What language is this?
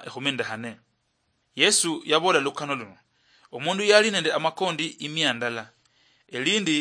Luyia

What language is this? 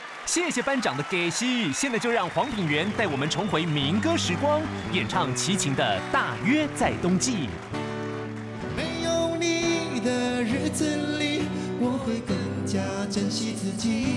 Chinese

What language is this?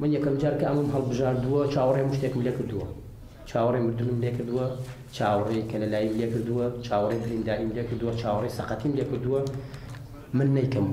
Central Kurdish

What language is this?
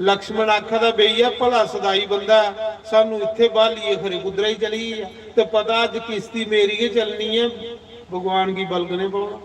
Dogri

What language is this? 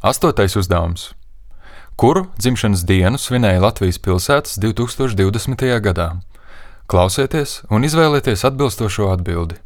Latvian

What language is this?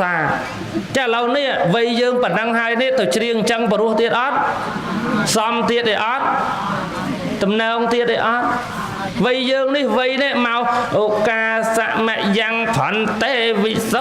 Khmer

